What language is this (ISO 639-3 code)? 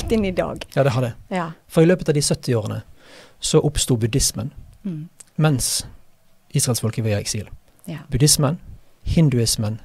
nor